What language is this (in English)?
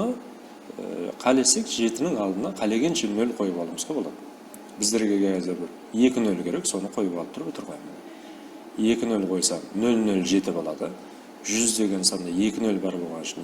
Kara-Kalpak